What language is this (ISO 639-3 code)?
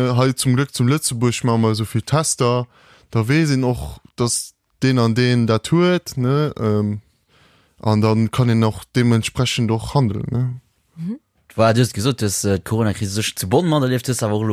ltz